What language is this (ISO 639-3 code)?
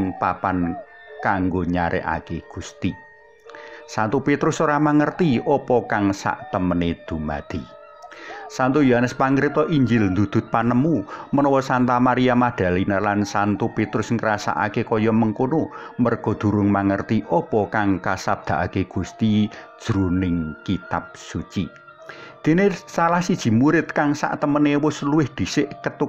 jav